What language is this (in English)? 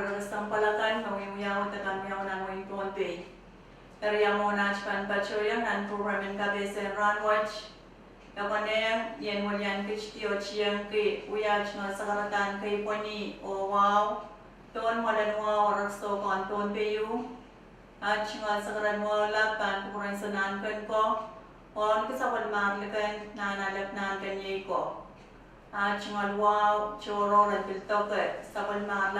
Pohnpeian